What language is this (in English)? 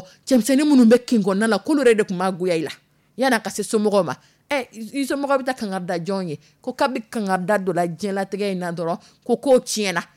Dyula